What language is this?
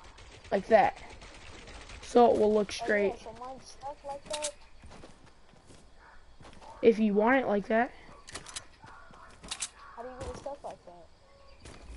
English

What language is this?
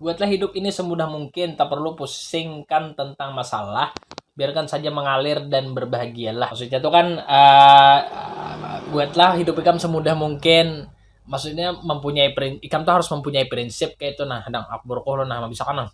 Banjar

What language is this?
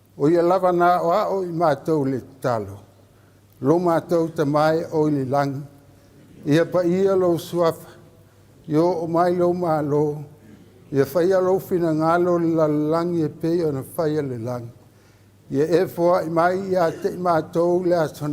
Samoan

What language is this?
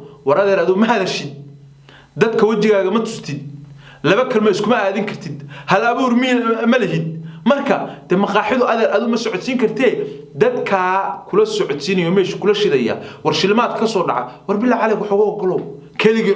Somali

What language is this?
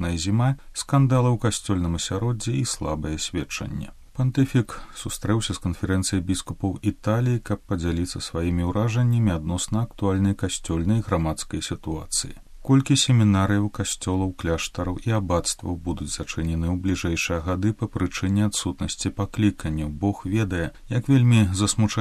Belarusian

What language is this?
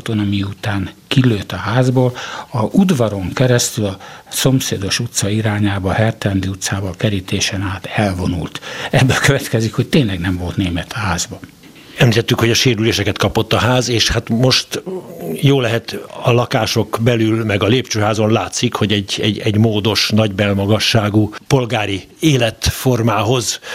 Hungarian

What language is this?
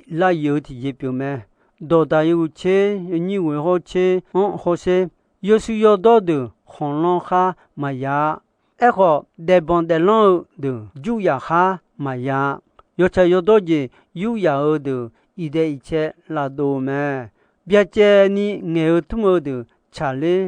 Akha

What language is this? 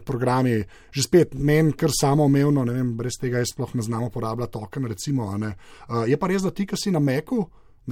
Slovenian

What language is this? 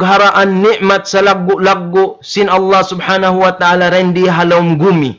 Tausug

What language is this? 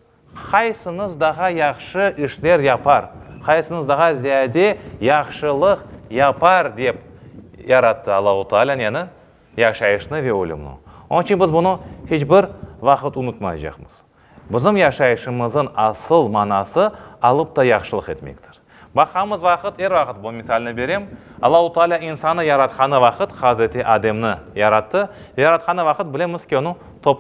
Crimean Tatar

